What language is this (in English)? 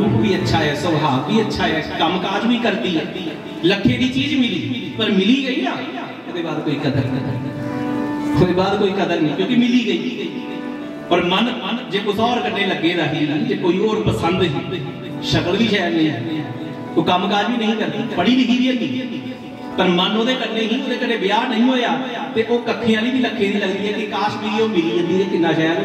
Dogri